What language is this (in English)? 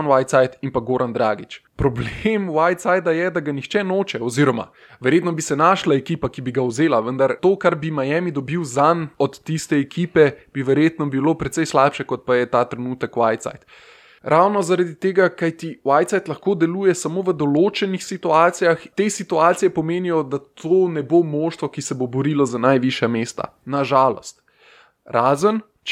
Slovenian